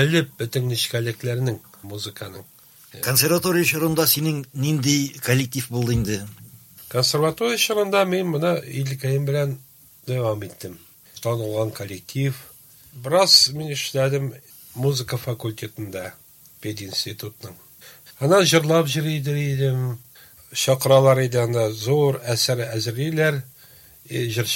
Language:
Tatar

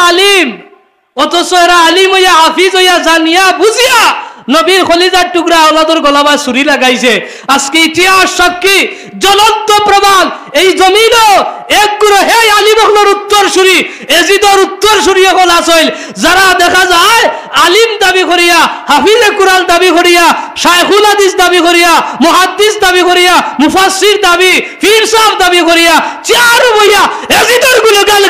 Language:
Sylheti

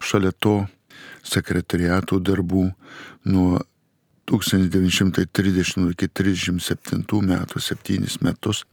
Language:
Lithuanian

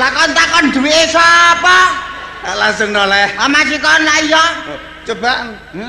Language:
Javanese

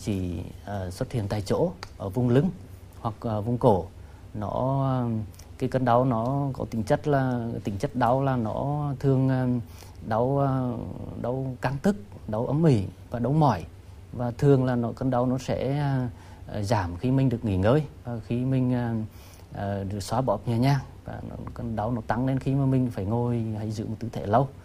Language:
Vietnamese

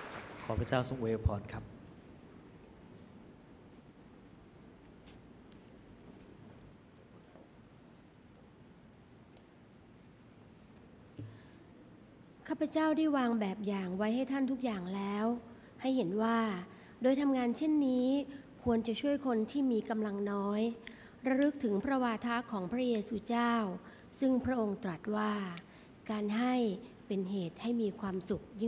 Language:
Thai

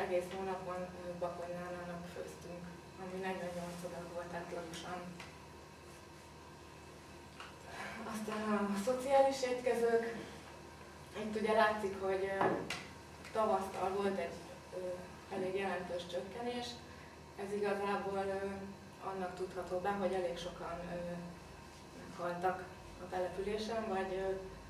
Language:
Hungarian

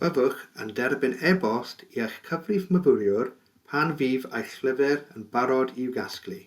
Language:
Welsh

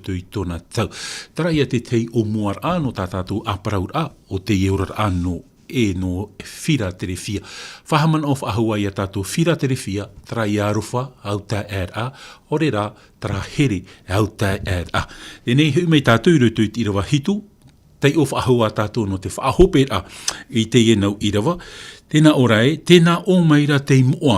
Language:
Tahitian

